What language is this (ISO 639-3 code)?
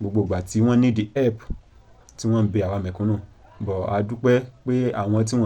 yor